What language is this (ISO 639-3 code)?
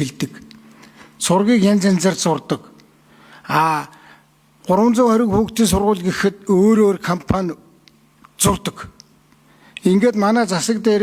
mon